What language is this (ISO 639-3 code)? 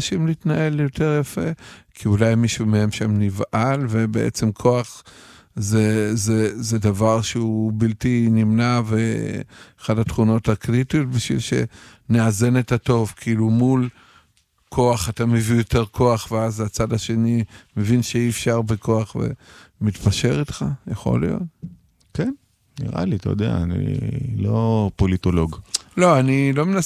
heb